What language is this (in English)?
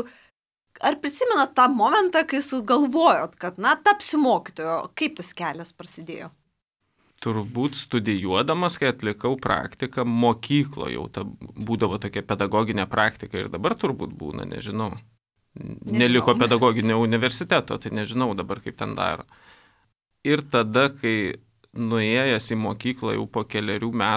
Lithuanian